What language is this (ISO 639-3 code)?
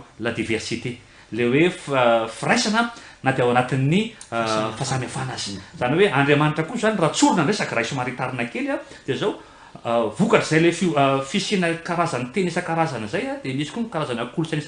mlg